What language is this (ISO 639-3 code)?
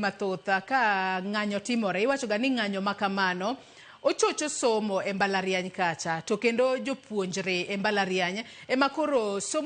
luo